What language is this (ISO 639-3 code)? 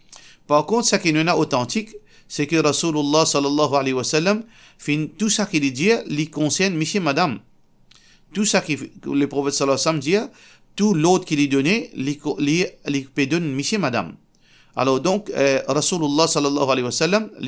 mfe